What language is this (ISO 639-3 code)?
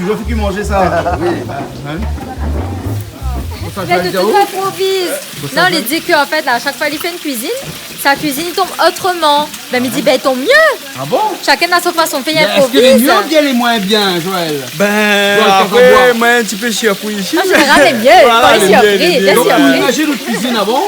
rcf